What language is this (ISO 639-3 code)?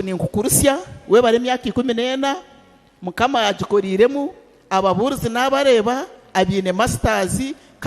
nyn